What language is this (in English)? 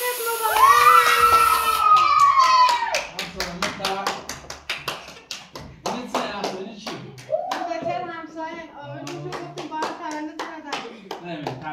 Persian